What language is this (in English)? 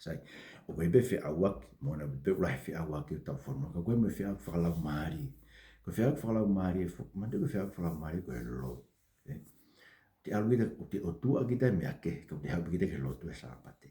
Tongan